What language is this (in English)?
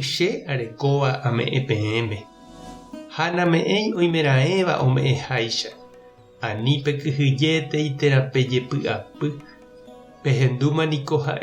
Guarani